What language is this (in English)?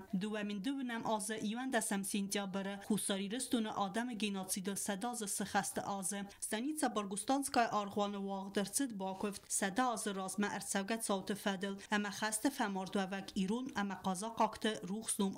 Ossetic